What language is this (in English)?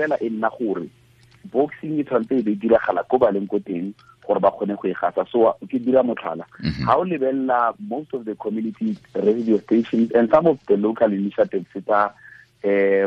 Tswana